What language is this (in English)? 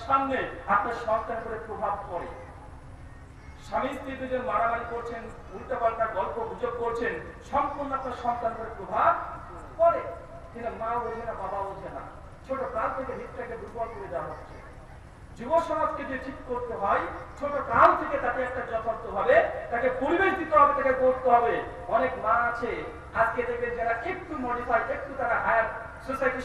Bangla